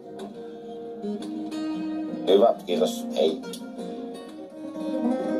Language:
Finnish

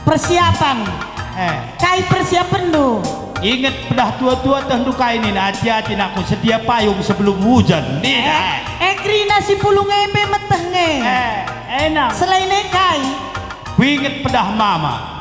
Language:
Batak Karo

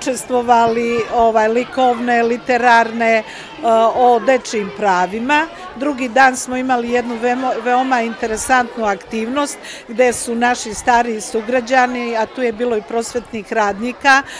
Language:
Serbian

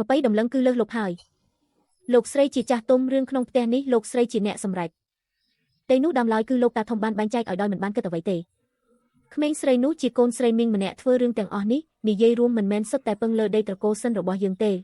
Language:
Khmer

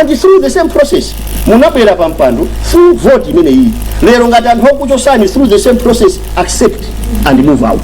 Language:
Nyanja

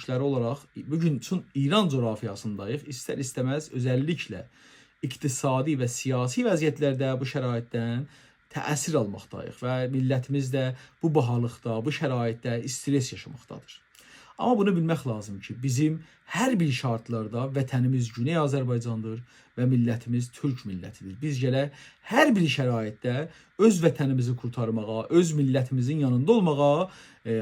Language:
South Azerbaijani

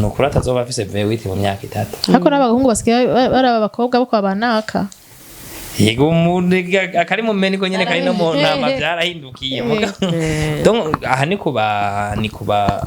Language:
Rundi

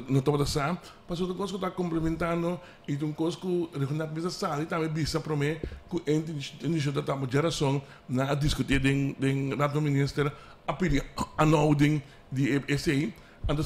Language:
Papiamento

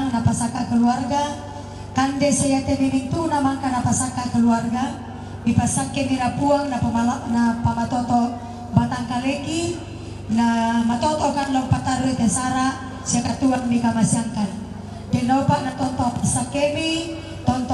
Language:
Toraja-Sa'dan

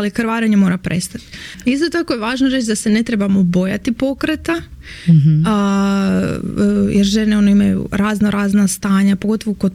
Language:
Croatian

